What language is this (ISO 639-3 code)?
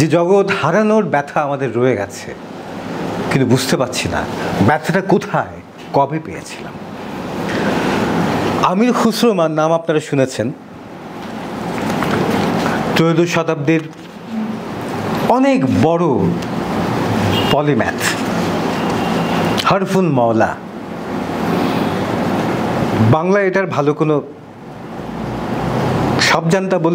ben